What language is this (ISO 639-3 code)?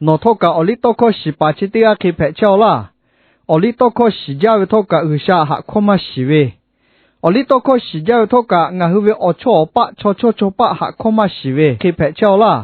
lhu